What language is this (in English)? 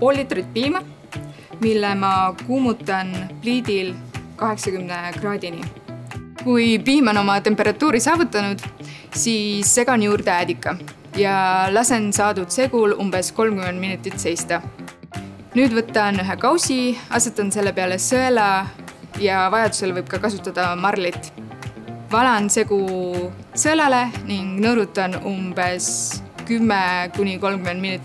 Estonian